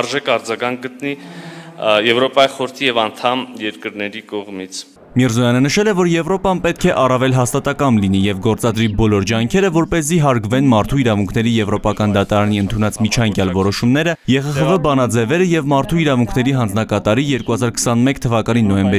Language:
Armenian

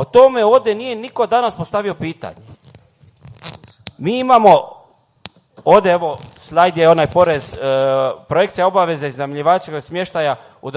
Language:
Croatian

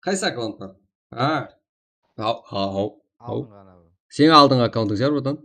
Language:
Kara-Kalpak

